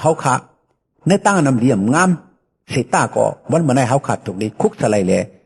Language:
Shan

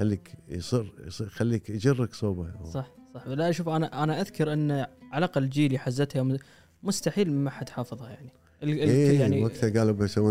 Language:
Gulf Arabic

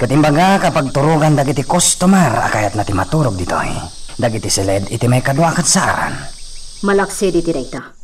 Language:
Iloko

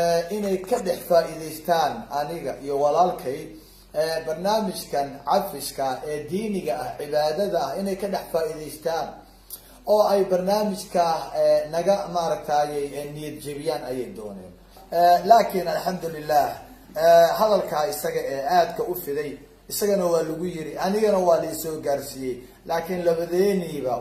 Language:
Somali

